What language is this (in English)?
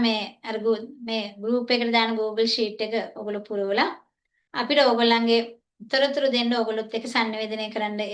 Sinhala